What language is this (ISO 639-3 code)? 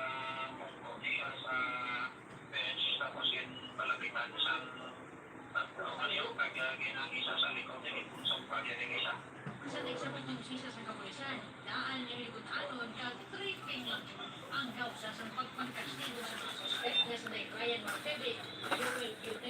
hil